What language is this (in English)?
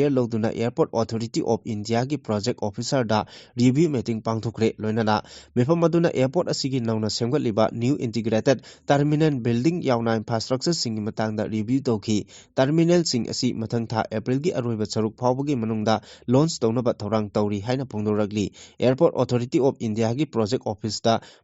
Manipuri